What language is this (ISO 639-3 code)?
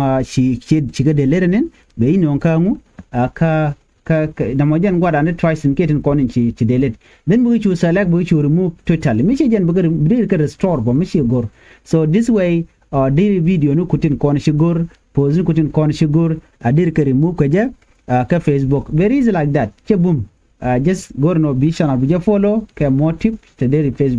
nus